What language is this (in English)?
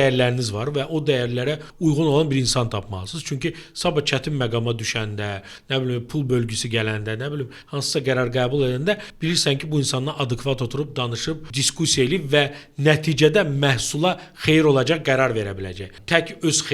Azerbaijani